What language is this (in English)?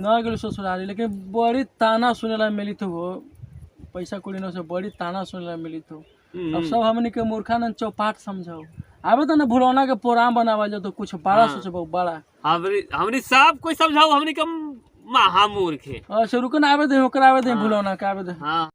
Magahi